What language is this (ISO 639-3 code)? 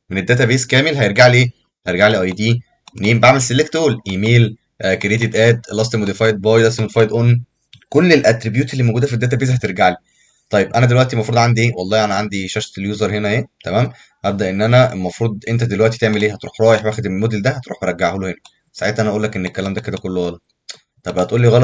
arz